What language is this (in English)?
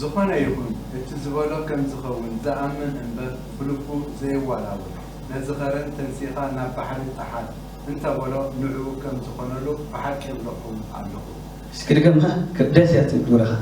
Tigrinya